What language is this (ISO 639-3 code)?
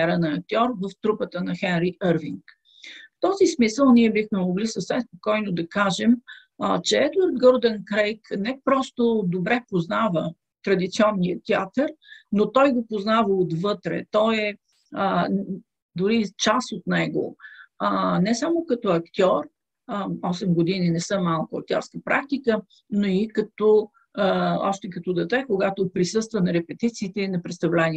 bul